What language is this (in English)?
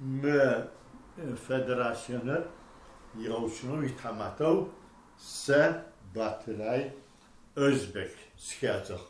Adyghe